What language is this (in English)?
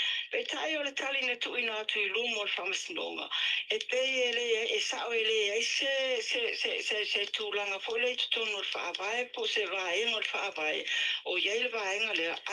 Samoan